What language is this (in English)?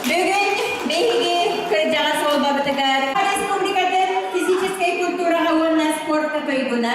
Yakut